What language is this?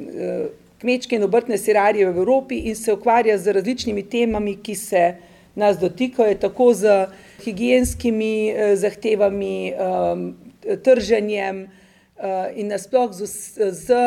Slovenian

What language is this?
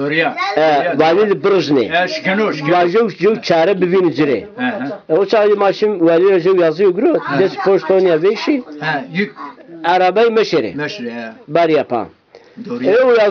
Zaza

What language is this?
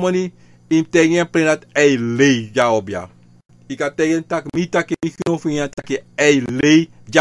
Sranan Tongo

